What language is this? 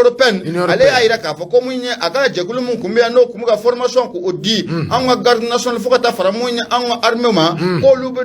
Bambara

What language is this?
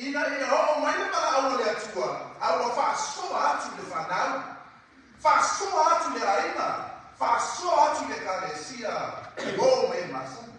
Samoan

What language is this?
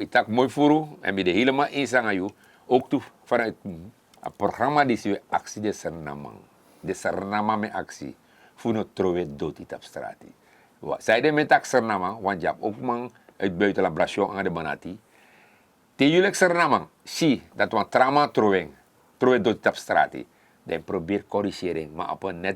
Sranan Tongo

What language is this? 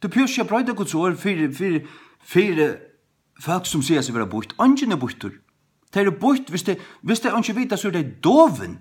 Faroese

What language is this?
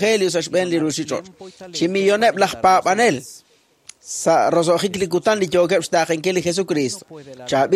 Kekchí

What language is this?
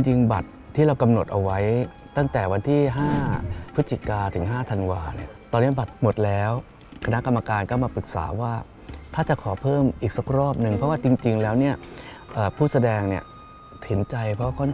Thai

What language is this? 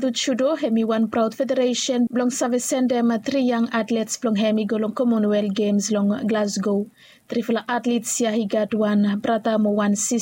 Bislama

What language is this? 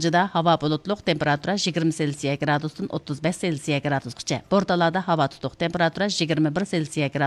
Uyghur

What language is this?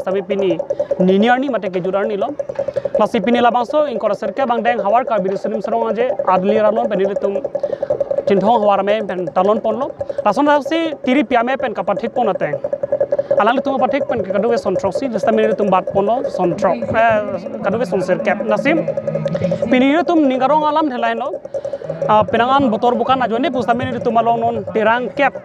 Karbi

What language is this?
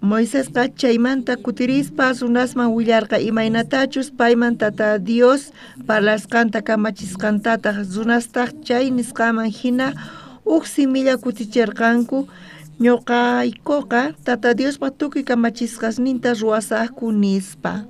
South Bolivian Quechua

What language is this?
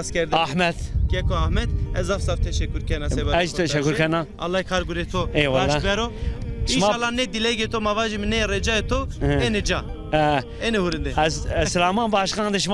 Zaza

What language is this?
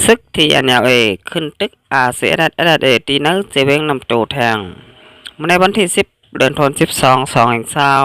Shan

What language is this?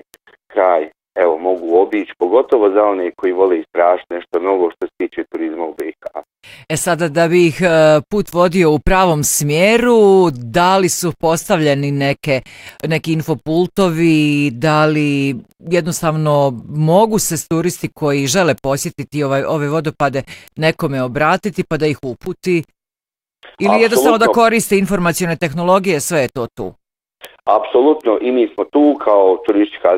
Bosnian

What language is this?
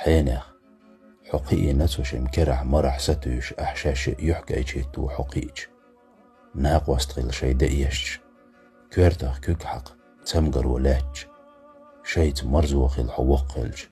Chechen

